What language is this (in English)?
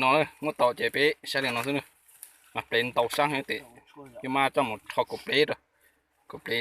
Hmong